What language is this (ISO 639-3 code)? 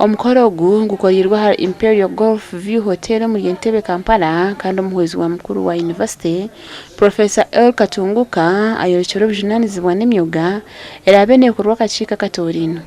nyn